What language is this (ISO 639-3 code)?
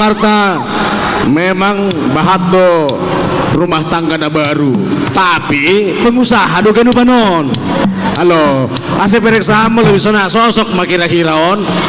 bts